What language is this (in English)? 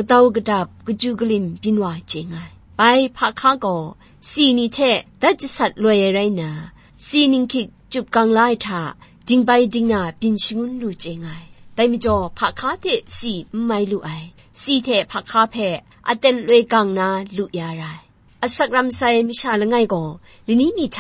Kachin